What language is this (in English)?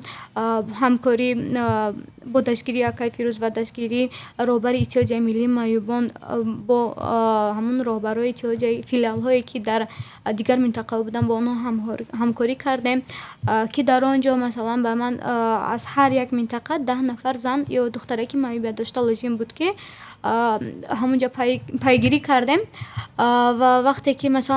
Tajik